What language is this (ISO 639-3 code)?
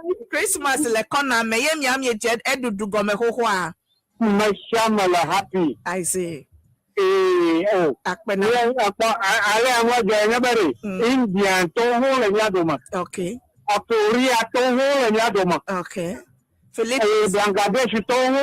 ewe